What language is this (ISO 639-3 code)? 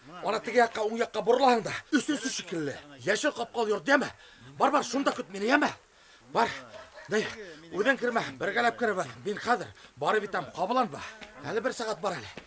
bak